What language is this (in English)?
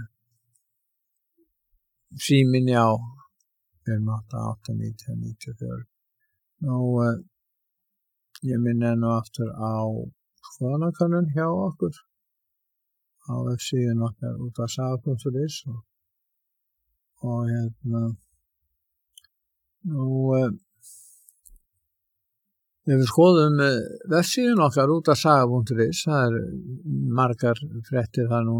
Icelandic